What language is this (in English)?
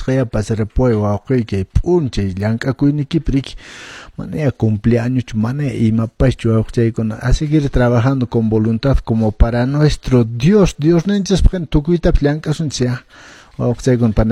Quechua